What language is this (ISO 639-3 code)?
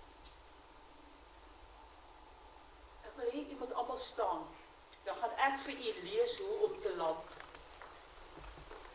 afr